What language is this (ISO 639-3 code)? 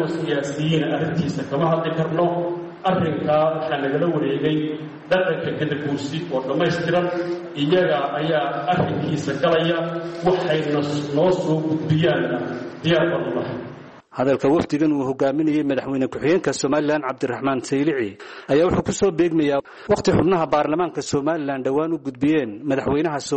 som